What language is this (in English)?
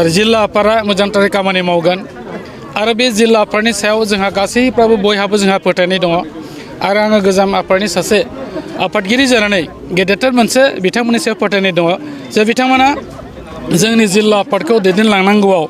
Bodo